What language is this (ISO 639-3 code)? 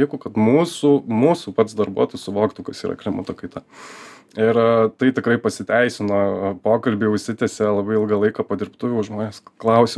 lit